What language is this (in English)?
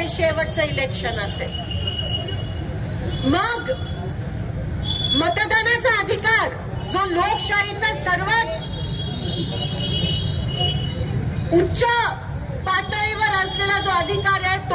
Marathi